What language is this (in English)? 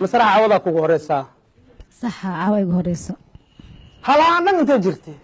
Somali